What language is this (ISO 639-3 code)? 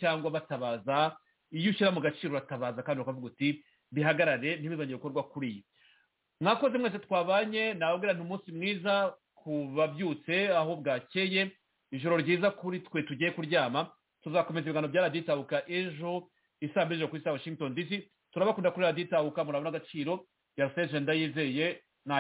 kin